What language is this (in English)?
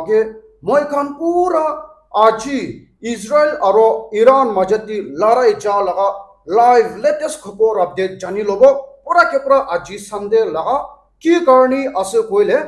Naga Pidgin